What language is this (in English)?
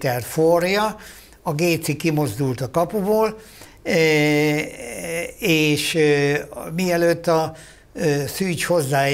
Hungarian